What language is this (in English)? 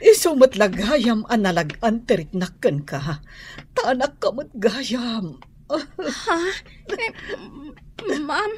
Iloko